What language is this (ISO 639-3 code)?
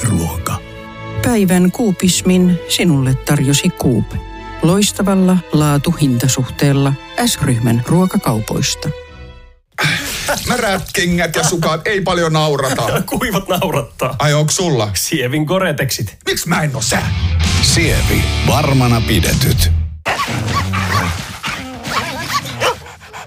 fin